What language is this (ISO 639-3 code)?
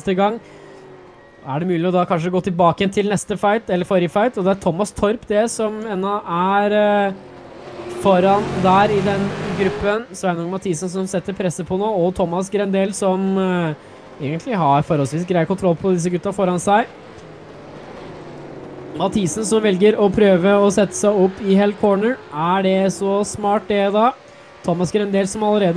nor